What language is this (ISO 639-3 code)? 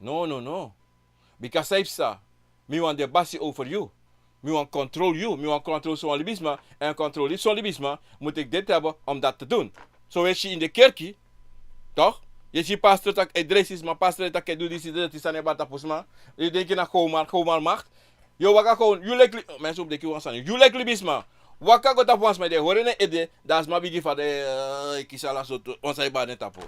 srn